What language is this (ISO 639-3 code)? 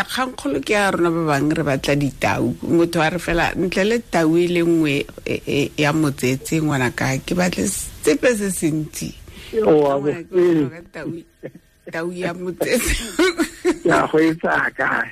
tsn